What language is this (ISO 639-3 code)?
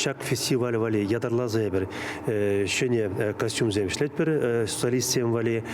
chv